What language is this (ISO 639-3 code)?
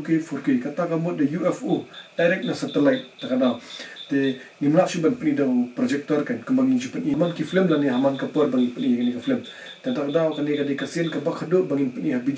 kha